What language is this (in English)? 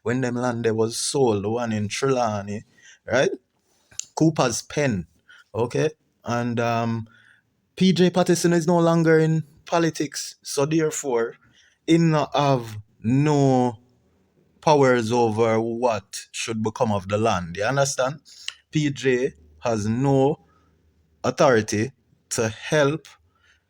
Jamaican Creole English